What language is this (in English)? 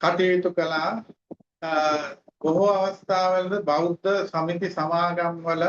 Sinhala